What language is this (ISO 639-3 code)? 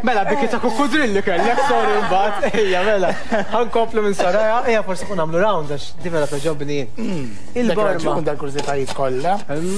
mlt